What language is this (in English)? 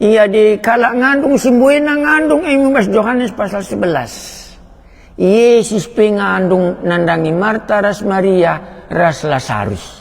Batak Karo